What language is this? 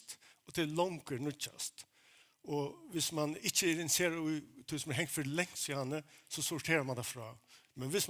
Faroese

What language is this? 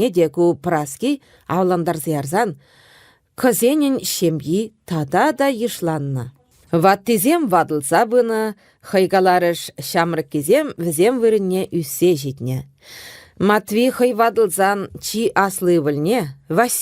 Chuvash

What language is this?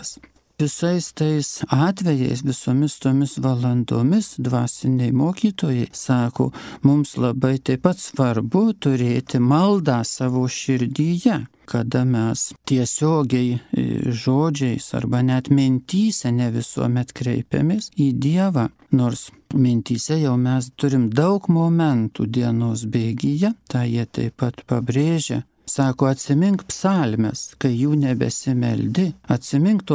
Lithuanian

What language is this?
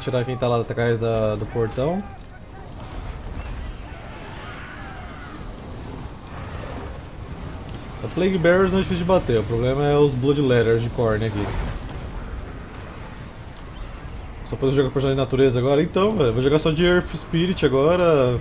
Portuguese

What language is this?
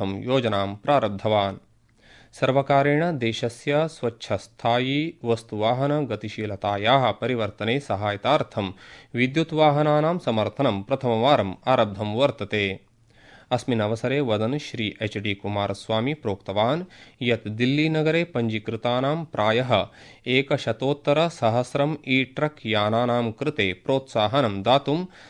Sanskrit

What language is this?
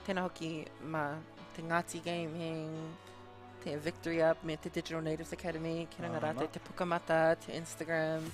Māori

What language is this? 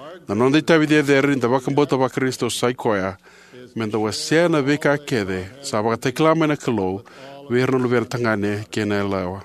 Fijian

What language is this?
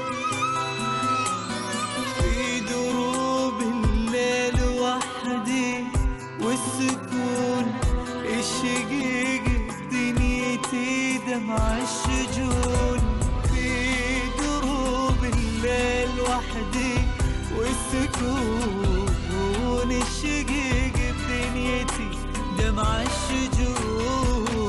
Arabic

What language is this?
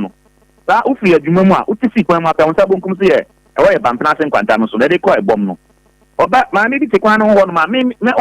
Akan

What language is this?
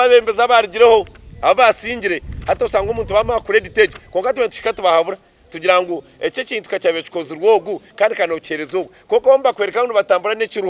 Nyankole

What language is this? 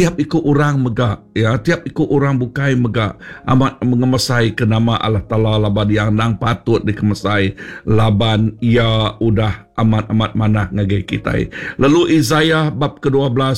Iban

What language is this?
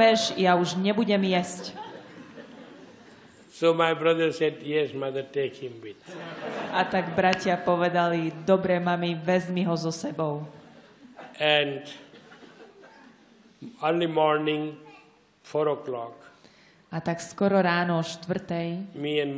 Slovak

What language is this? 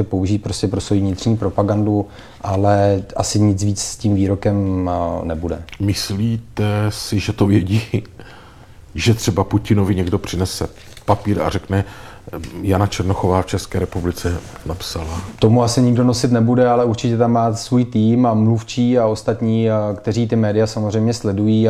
Czech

